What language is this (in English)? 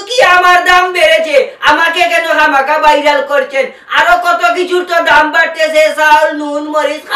Sylheti